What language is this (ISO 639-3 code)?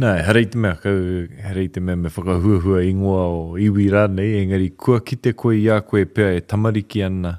mri